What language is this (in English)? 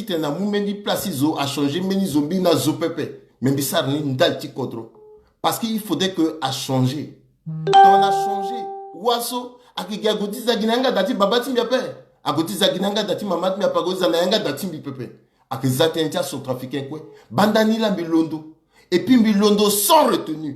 Sango